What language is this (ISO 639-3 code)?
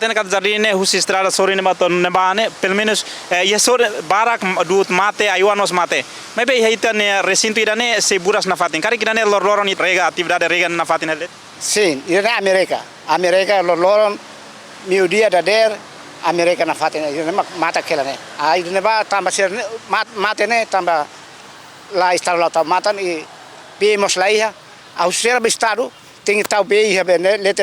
tet